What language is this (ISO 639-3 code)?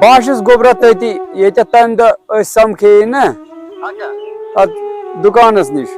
kas